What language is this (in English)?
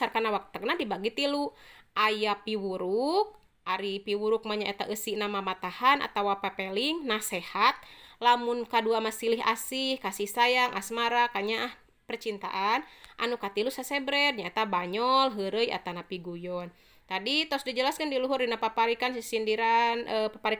Sundanese